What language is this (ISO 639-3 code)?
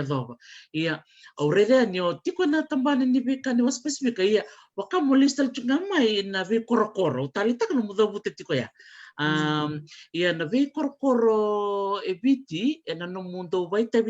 fij